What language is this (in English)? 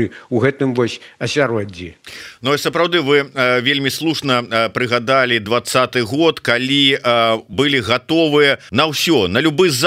Belarusian